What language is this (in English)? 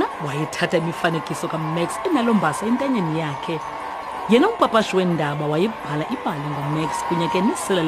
Xhosa